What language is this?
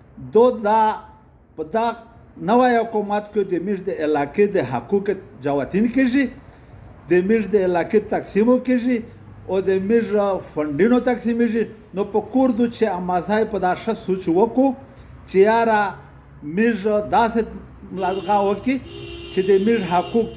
Pashto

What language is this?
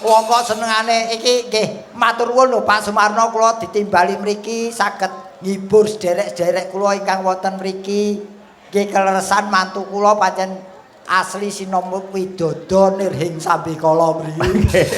Javanese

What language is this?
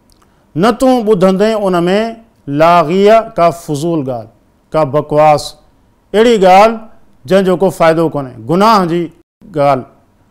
Sindhi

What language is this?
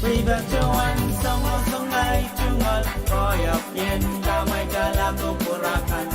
Pohnpeian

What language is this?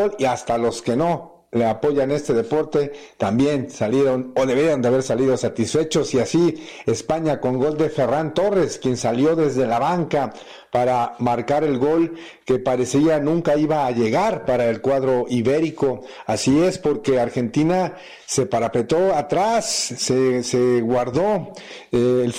Spanish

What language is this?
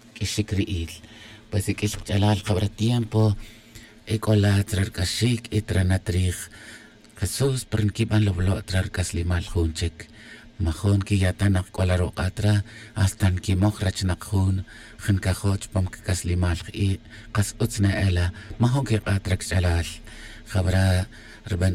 Tz'utujil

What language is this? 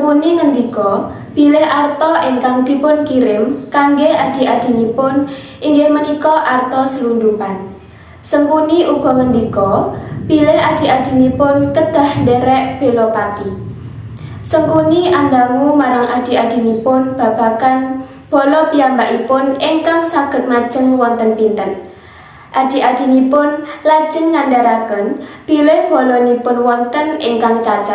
Javanese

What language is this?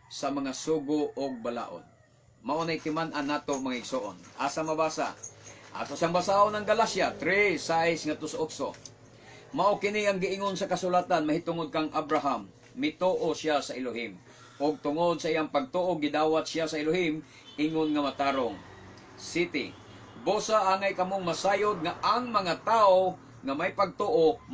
Cebuano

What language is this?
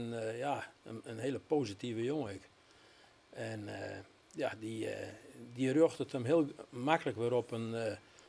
Western Frisian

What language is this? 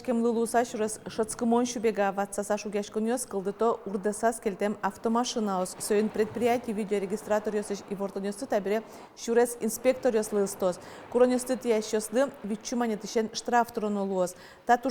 Udmurt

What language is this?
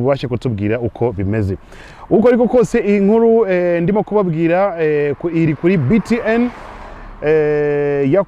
Kinyarwanda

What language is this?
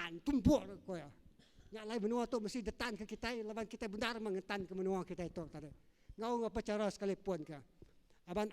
Iban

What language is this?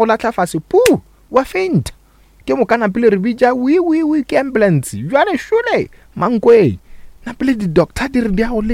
Northern Sotho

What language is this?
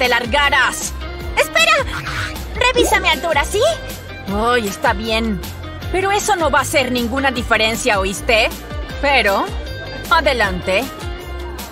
Spanish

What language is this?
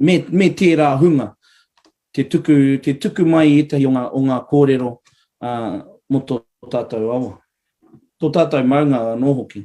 Māori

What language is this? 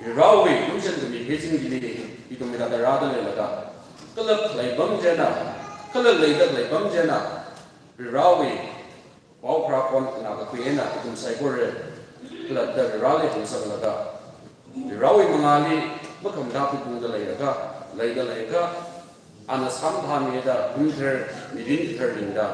Tangkhul Naga (India)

